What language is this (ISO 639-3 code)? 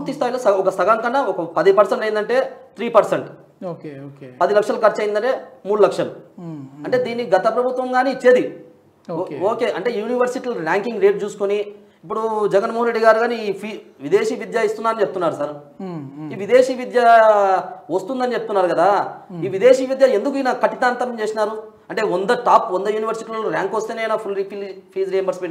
tel